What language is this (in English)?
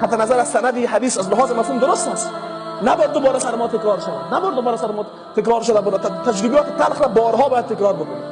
Persian